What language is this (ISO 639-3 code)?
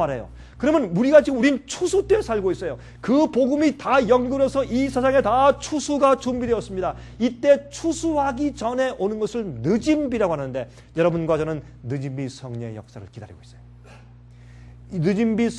kor